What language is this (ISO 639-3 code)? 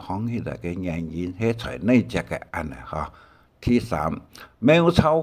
hak